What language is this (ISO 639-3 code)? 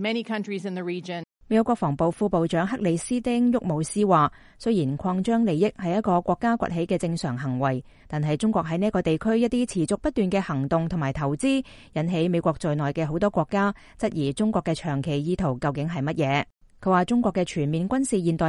yue